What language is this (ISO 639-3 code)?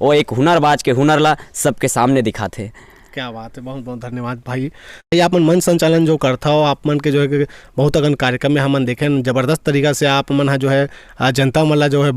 hne